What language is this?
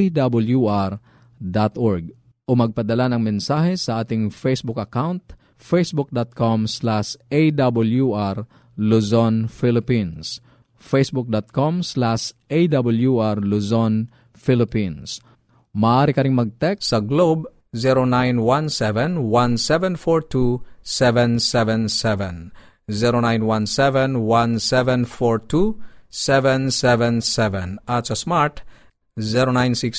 Filipino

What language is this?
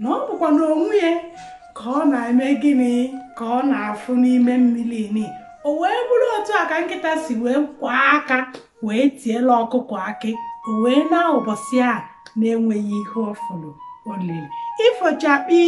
Igbo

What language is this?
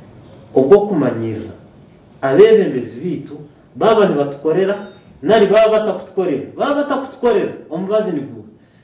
Nyankole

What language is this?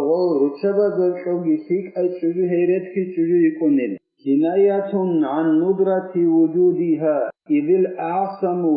Avaric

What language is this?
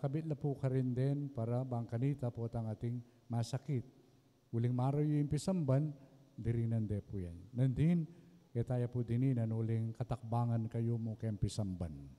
Pampanga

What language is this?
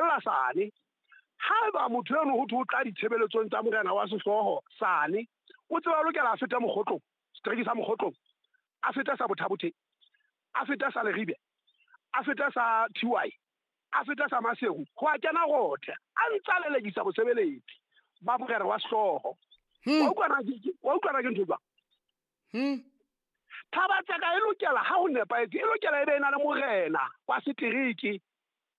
Southern Sotho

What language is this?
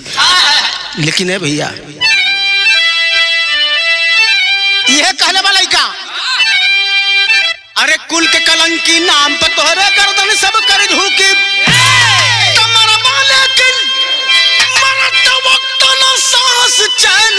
Bhojpuri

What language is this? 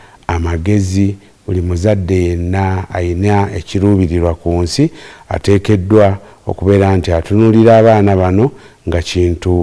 Ganda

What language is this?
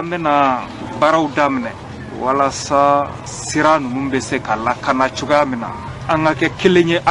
Bambara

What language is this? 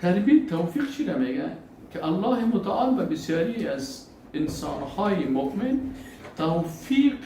Persian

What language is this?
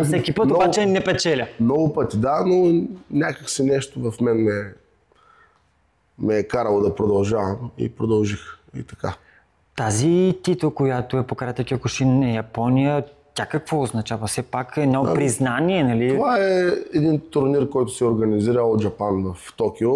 Bulgarian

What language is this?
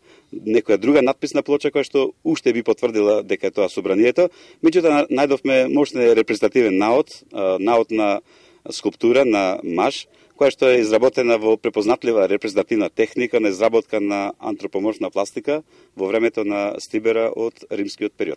Macedonian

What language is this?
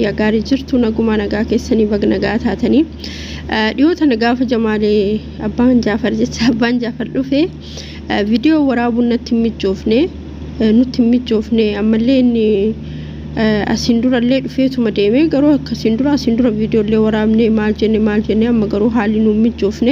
Oromo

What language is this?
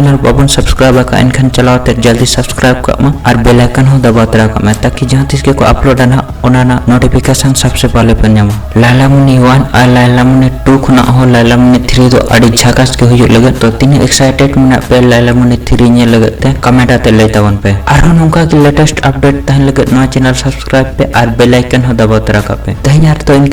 Santali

